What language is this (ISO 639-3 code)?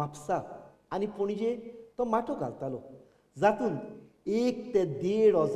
kok